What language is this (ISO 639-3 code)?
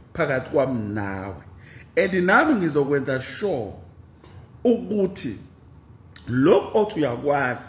zul